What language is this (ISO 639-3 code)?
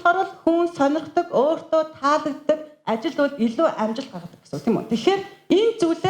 mon